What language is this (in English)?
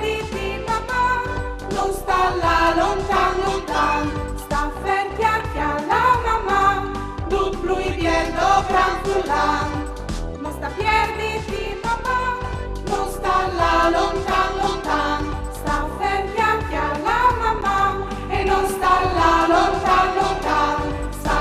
Friulian